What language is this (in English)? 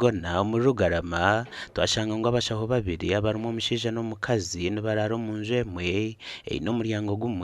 Nyankole